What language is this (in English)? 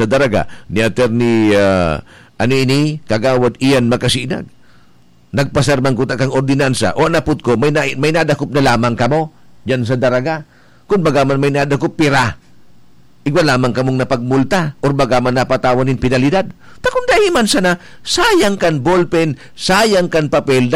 Bikol